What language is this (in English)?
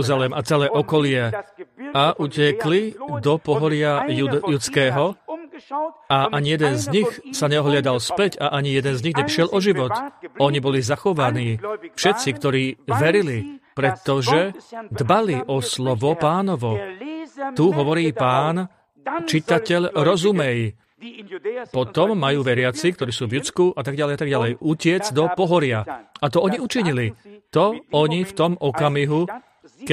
Slovak